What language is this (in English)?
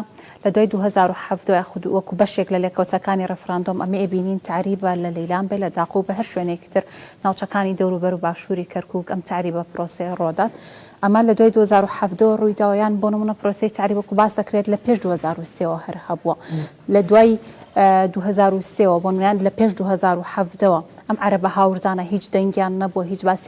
Central Kurdish